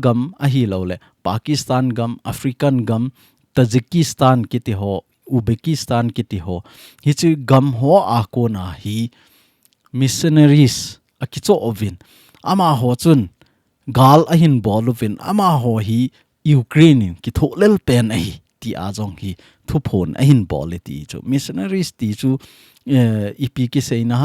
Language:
Thado Chin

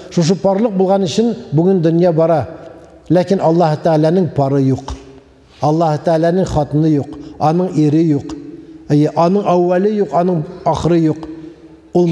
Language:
Tatar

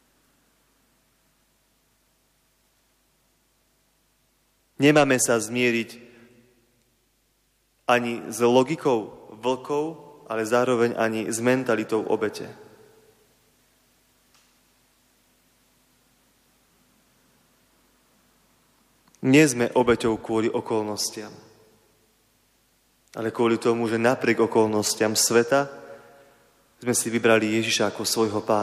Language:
Slovak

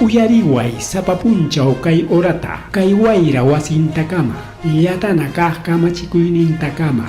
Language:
Ayacucho Quechua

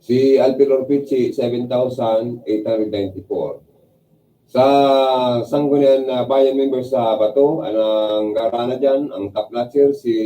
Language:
Bikol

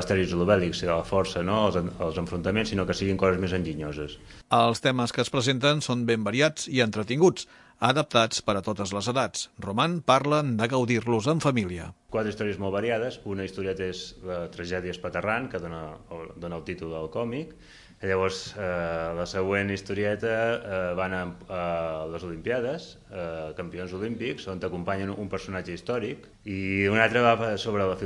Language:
Catalan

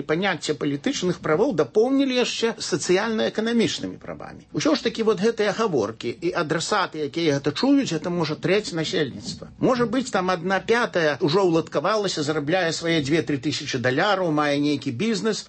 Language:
Belarusian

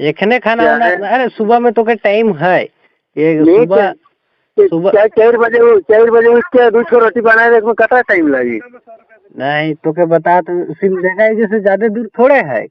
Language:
Sadri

